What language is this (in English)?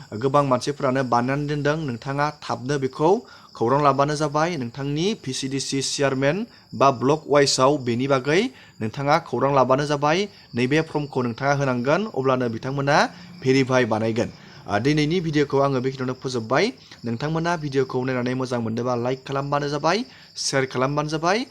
Bodo